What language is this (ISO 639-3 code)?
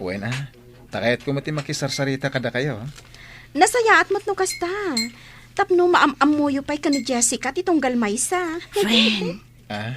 ilo